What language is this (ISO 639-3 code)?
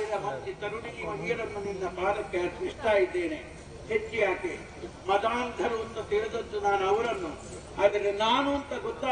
kan